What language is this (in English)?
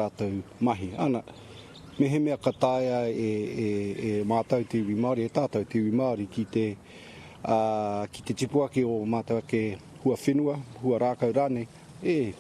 Māori